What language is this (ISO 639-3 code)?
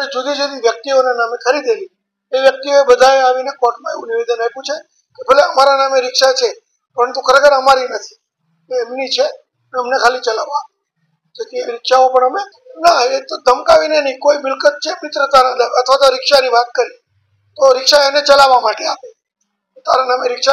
guj